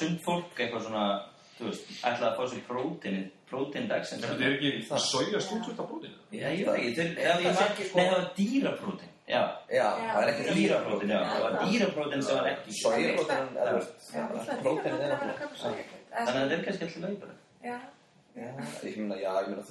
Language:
Icelandic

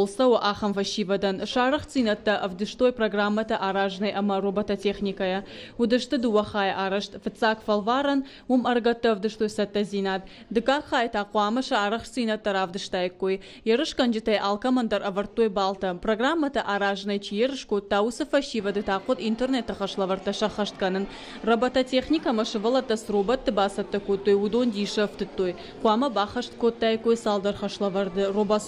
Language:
Ossetic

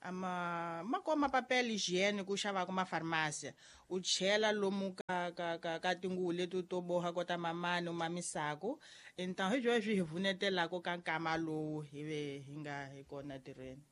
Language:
Tsonga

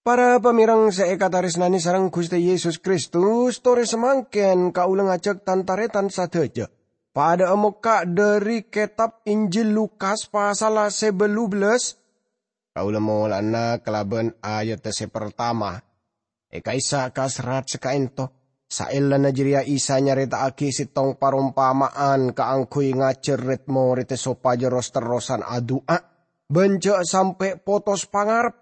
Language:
Madurese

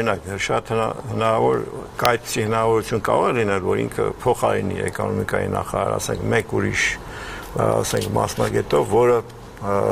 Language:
Armenian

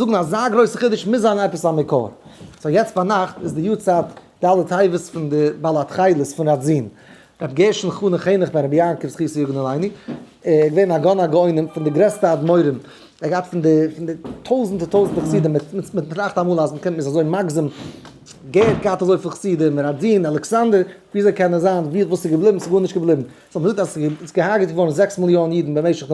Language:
Yiddish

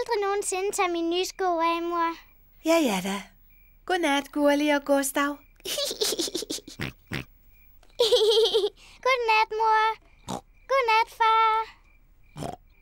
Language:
Danish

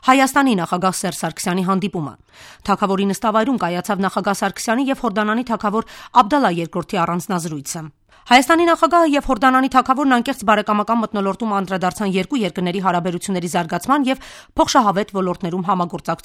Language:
Armenian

